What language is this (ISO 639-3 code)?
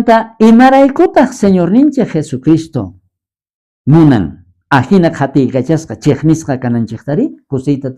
quh